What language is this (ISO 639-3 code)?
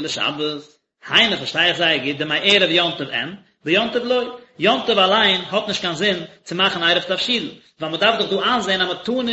yid